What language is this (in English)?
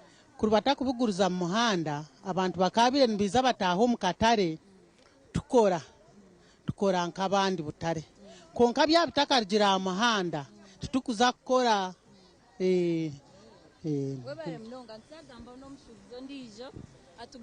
Nyankole